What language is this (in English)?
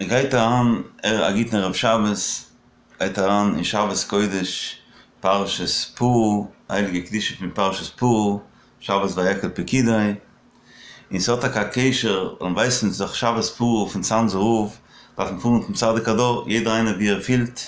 Yiddish